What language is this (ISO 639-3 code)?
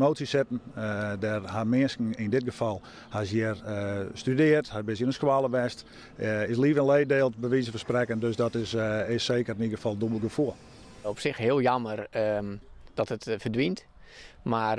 fry